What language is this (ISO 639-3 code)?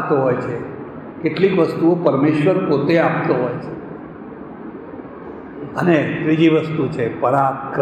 guj